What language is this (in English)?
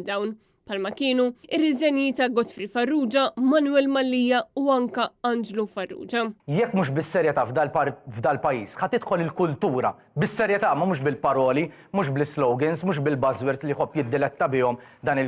Maltese